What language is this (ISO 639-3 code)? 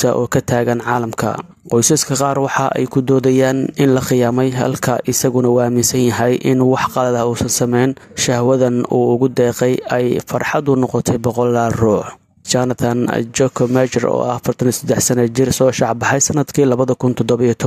som